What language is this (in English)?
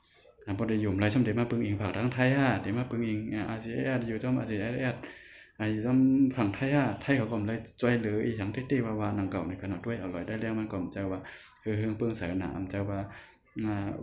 Shan